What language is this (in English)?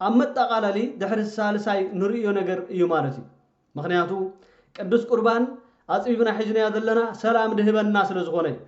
Tigrinya